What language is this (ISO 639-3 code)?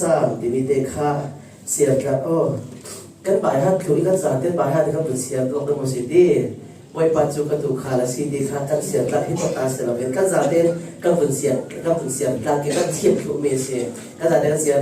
cfm